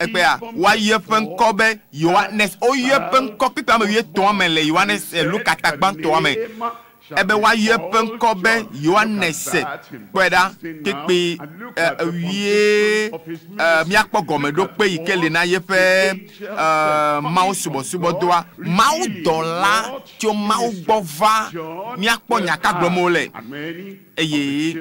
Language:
Ewe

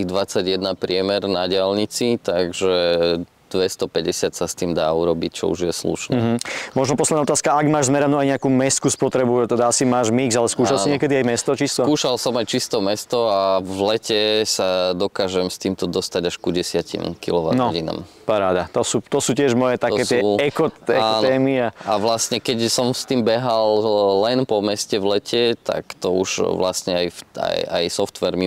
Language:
Slovak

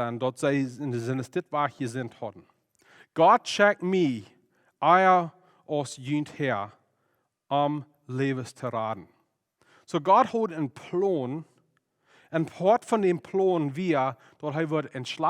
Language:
Plautdietsch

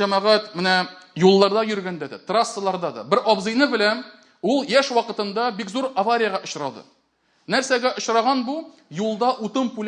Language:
Tatar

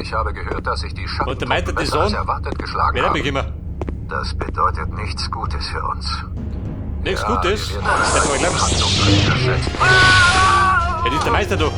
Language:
Bavarian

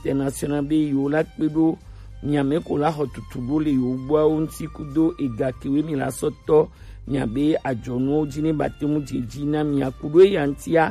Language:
Gen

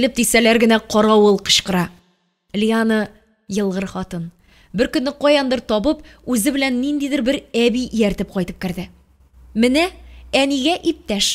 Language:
Tatar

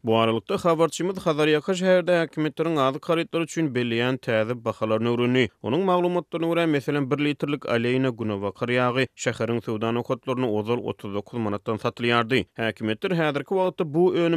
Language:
Turkmen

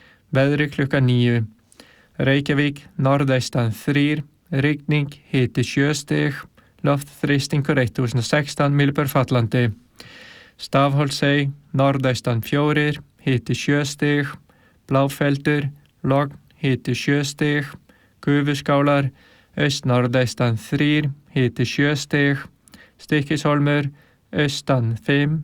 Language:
Icelandic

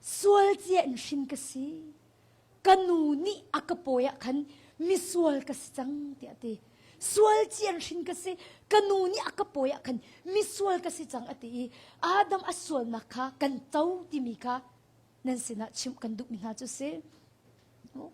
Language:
Hakha Chin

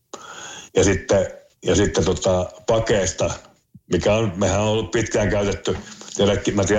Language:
Finnish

